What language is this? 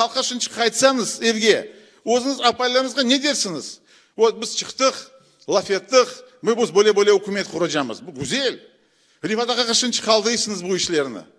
Crimean Tatar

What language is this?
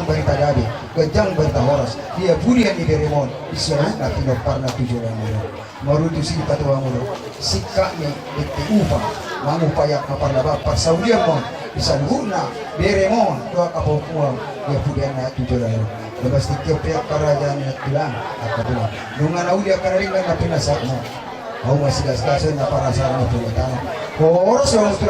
Batak Toba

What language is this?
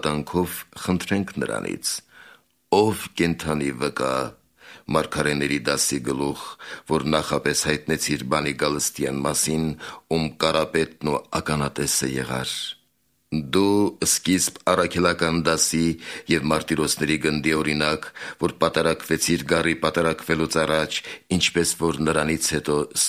Armenian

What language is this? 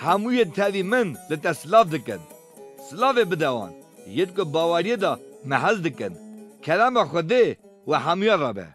Kurdish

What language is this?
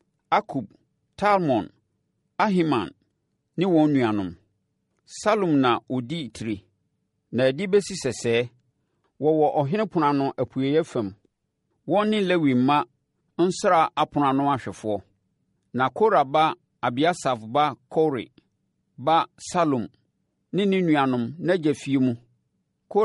Akan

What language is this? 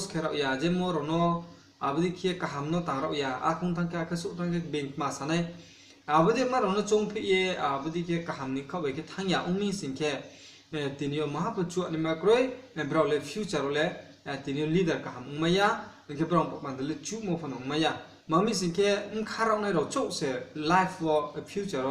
Riang (India)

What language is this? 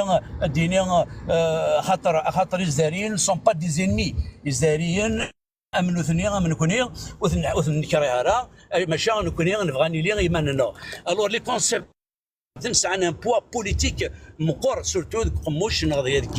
Kabyle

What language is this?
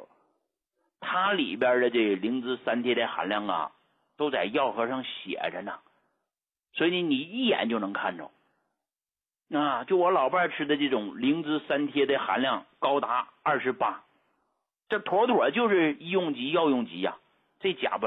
Chinese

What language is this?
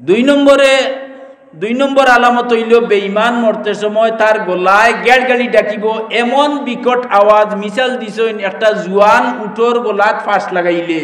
Sylheti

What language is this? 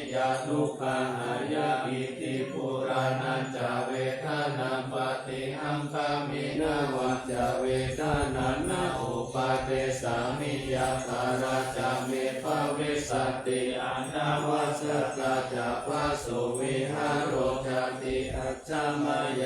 Pali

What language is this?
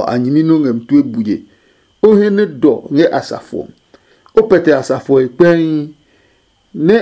Adangme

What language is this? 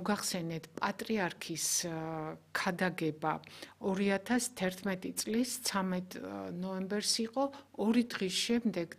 Georgian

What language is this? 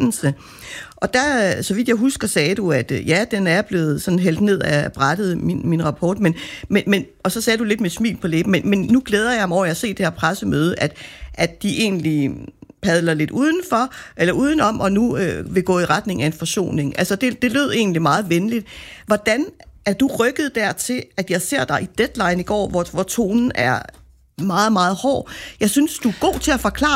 Danish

